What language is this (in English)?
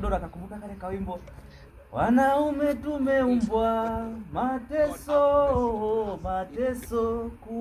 Swahili